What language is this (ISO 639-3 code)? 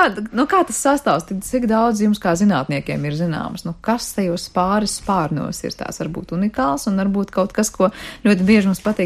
lav